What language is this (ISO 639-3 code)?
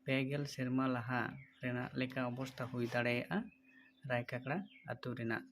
sat